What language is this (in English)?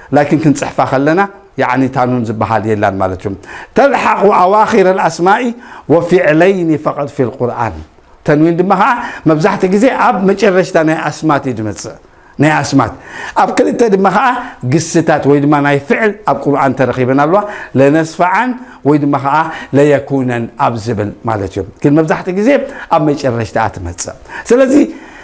Tigrinya